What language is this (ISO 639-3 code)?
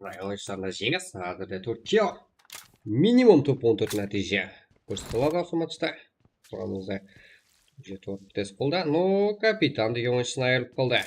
kaa